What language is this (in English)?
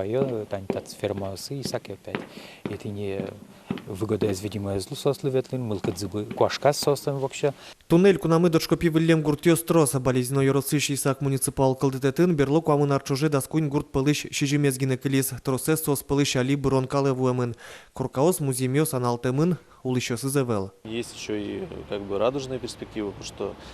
Udmurt